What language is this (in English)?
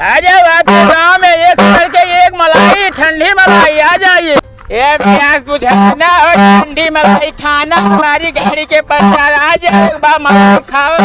Awadhi